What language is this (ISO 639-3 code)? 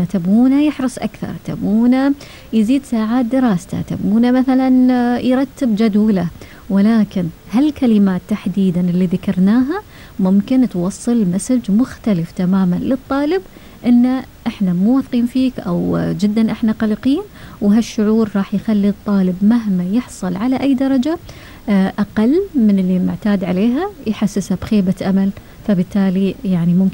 afb